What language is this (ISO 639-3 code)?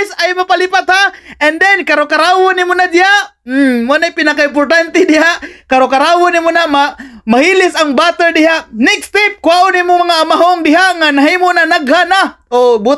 ceb